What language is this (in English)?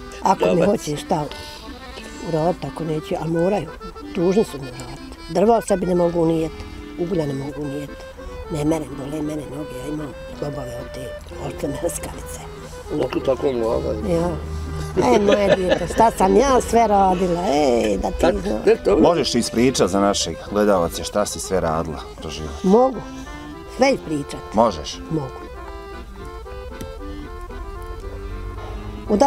Bosnian